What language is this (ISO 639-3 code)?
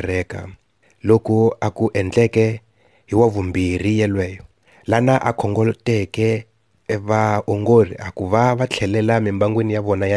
tso